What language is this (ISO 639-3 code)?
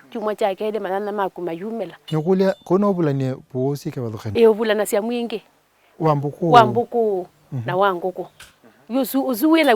kam